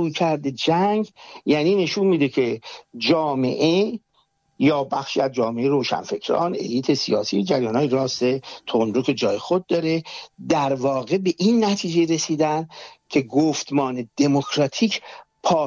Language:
Persian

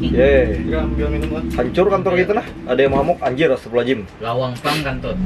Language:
Banjar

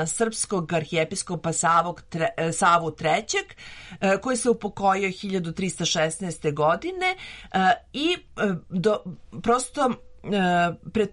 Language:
Serbian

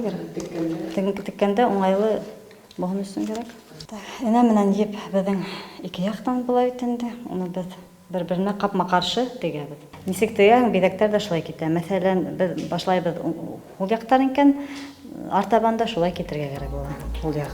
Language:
Bashkir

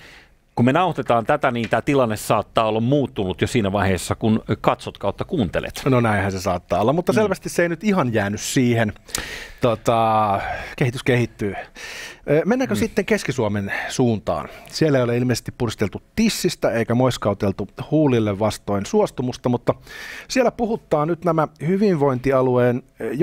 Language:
Finnish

